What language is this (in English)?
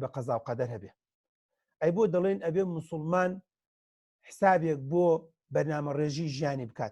Central Kurdish